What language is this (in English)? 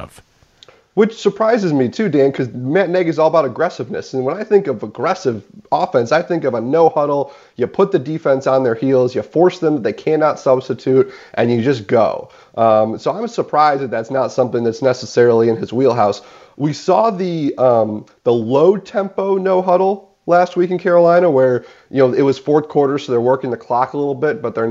English